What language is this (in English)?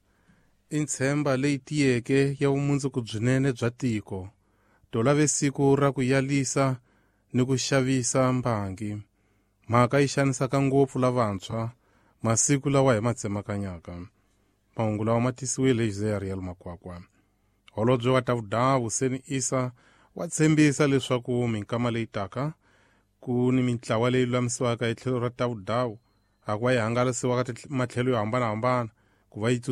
Tsonga